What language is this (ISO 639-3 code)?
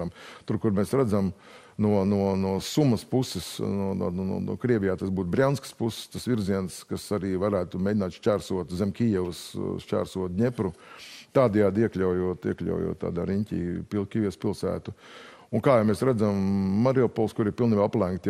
lav